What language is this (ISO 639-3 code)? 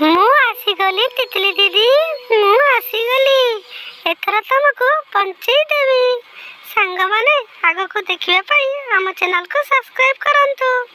ori